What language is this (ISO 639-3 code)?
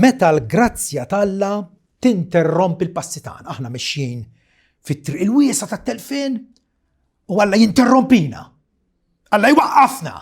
mlt